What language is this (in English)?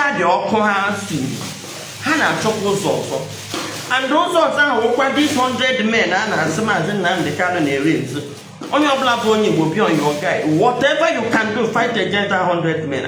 Igbo